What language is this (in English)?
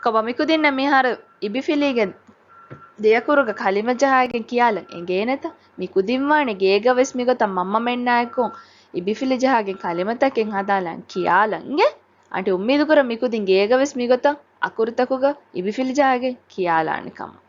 Divehi